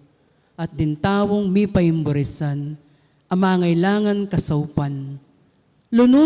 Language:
Pampanga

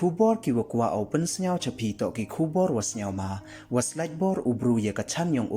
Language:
Pnar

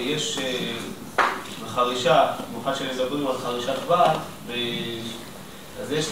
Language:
Hebrew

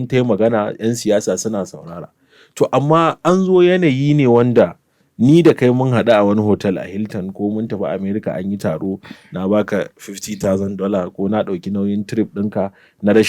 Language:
Hausa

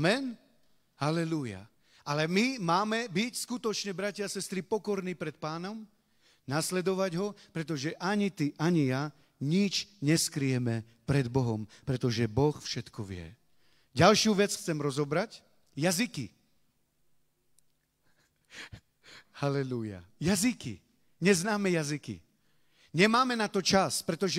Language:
Slovak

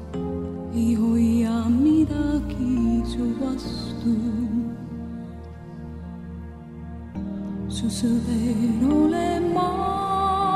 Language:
Estonian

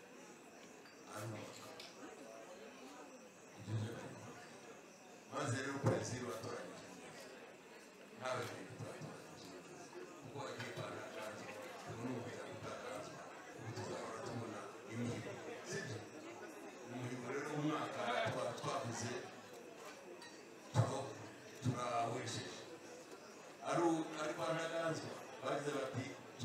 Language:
Kinyarwanda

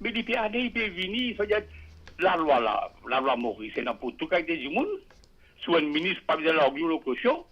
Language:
Morisyen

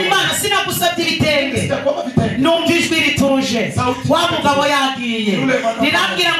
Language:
Kinyarwanda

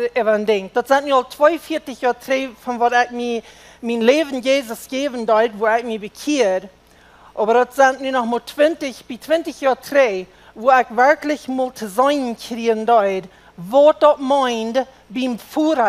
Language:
Plautdietsch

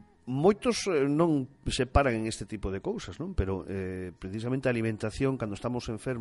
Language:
Galician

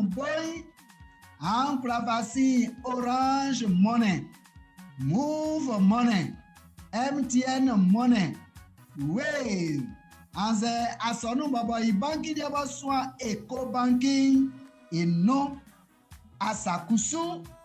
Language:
Baoulé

